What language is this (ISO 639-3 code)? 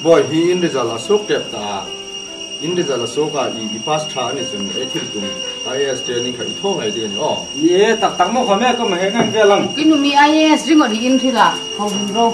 hmr